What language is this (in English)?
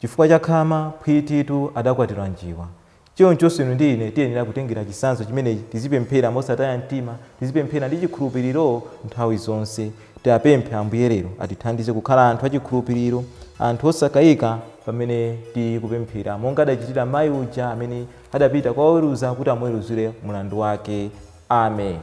Nyanja